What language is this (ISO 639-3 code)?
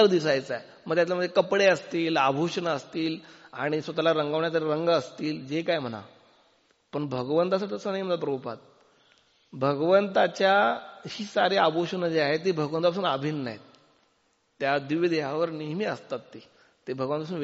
mar